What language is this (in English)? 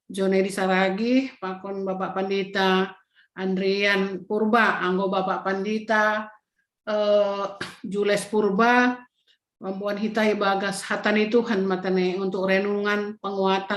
Batak Simalungun